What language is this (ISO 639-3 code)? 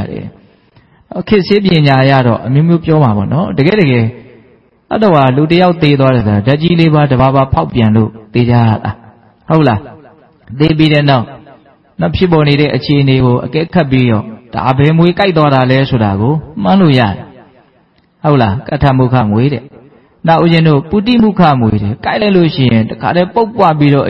mya